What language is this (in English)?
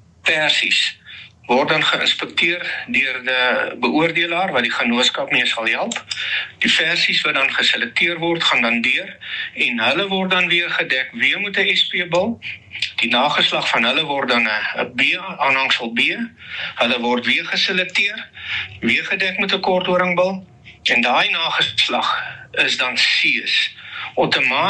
Afrikaans